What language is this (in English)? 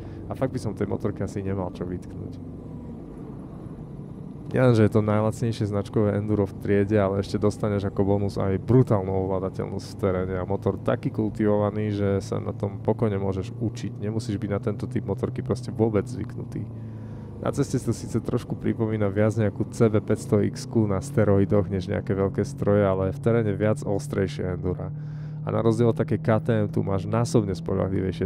Slovak